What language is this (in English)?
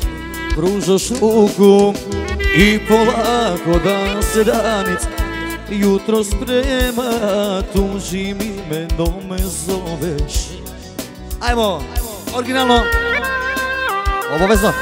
Croatian